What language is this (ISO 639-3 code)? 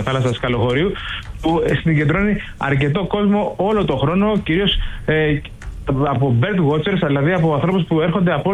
ell